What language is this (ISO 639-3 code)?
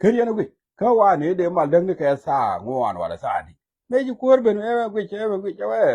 nus